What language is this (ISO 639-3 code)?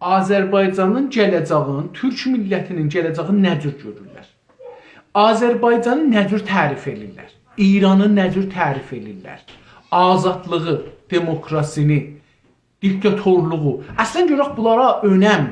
azb